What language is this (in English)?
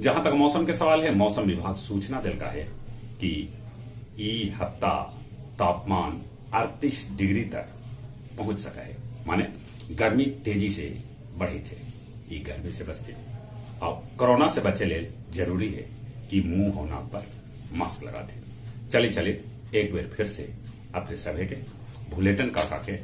Magahi